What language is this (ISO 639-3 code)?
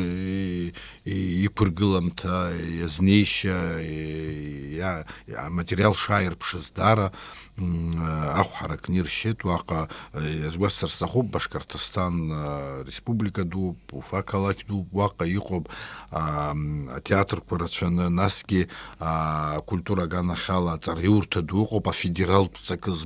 abk